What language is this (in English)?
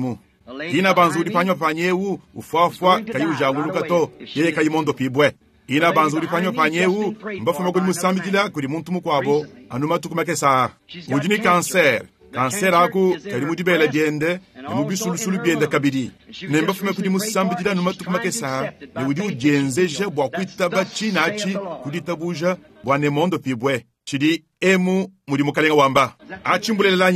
Luba-Lulua